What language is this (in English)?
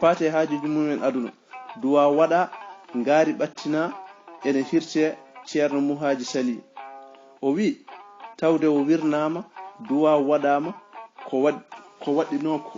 Fula